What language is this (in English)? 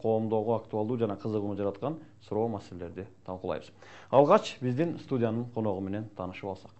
Kyrgyz